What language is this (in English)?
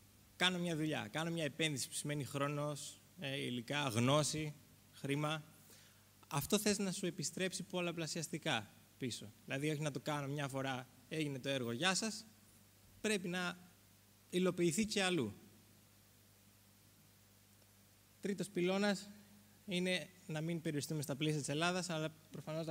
Greek